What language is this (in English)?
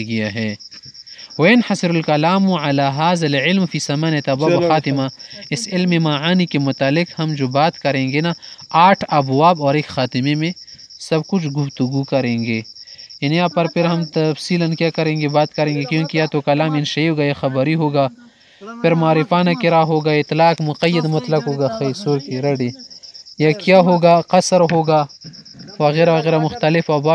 Urdu